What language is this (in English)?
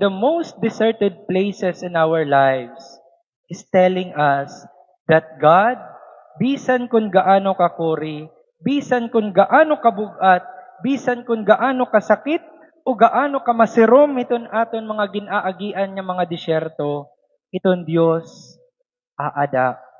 Waray